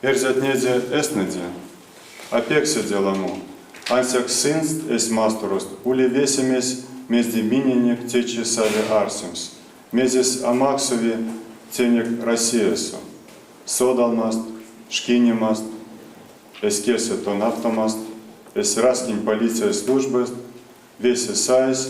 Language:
Erzya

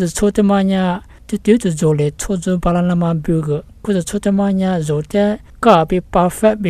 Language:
Lisu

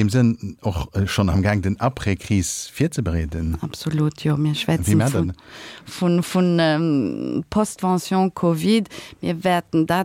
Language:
Luxembourgish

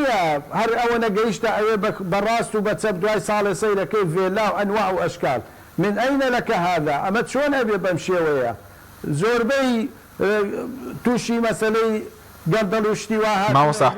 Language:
Central Kurdish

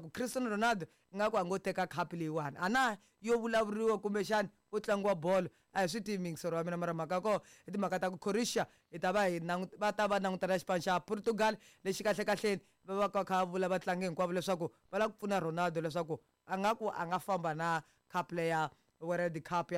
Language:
Tsonga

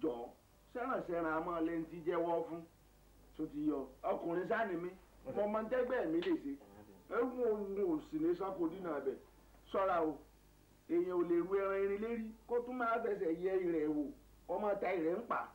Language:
Yoruba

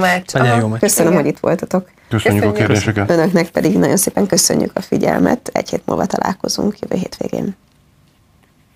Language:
Hungarian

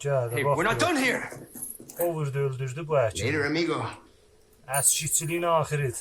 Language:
South Azerbaijani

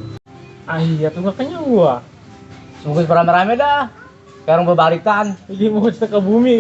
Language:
Betawi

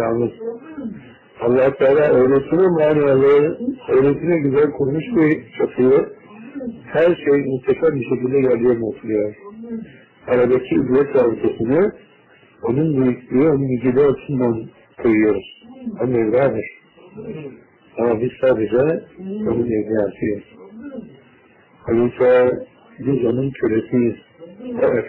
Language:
Turkish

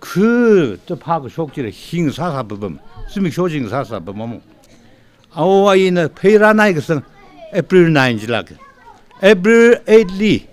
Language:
Tangkhul Naga (India)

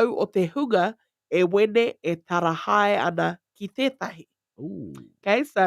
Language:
Māori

